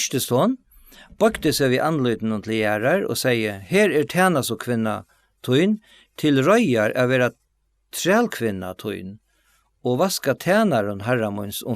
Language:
Faroese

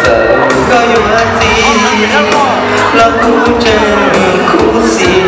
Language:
Hmong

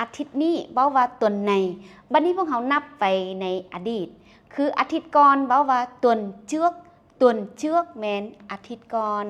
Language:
Lao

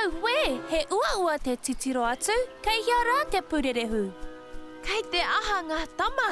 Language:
Māori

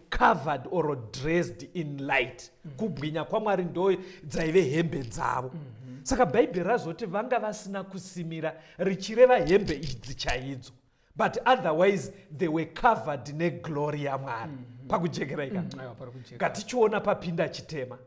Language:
Shona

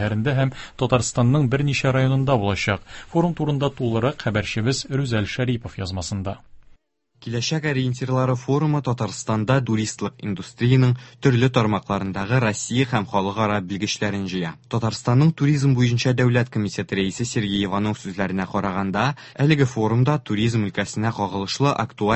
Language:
Tatar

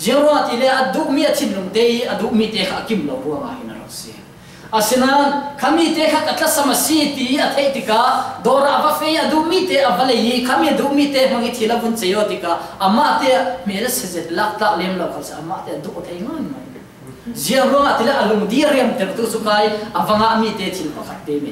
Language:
Falam Chin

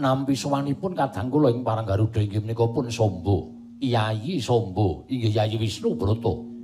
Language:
Javanese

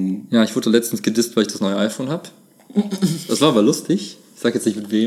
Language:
German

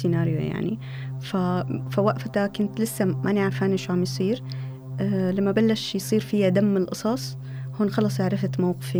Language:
North Levantine Arabic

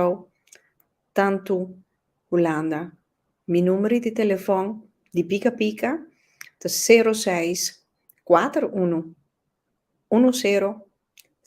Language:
Papiamento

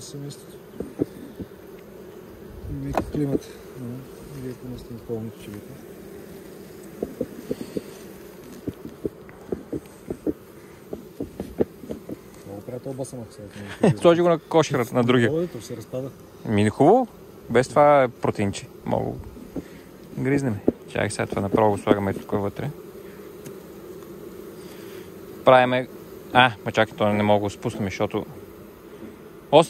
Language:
Bulgarian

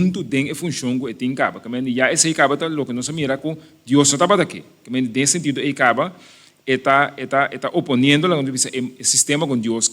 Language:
Papiamento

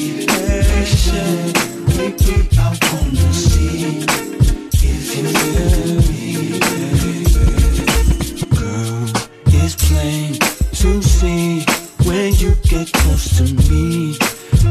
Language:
English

